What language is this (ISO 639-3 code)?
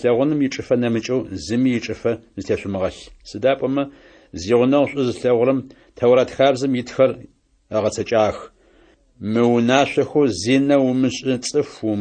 ady